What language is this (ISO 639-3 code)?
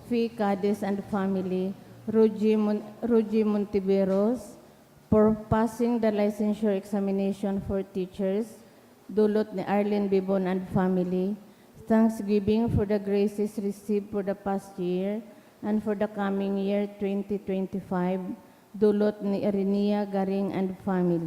bik